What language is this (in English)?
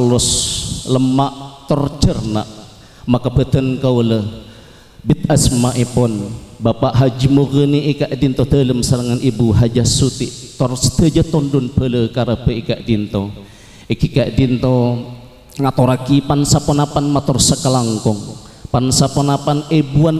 Madurese